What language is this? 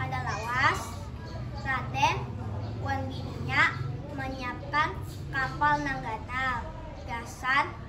Banjar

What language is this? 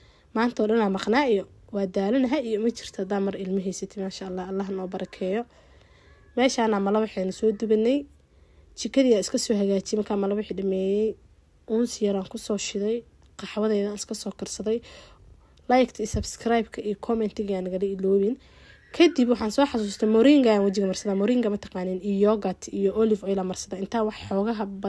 Somali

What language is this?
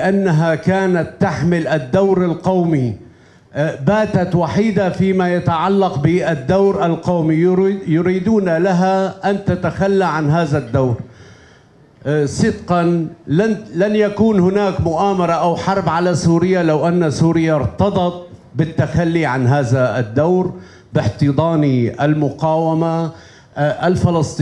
Egyptian Arabic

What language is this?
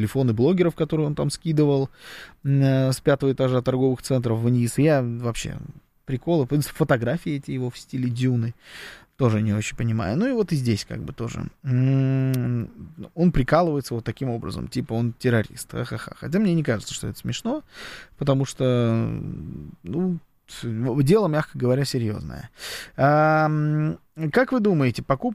Russian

